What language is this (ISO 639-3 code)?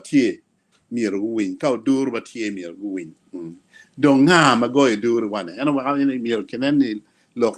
ach